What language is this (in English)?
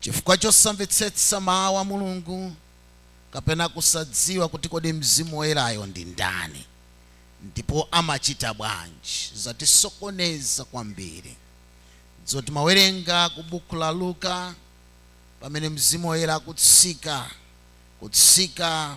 Nyanja